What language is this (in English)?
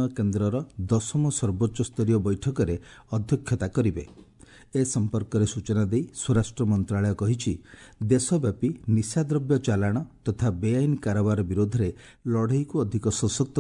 Odia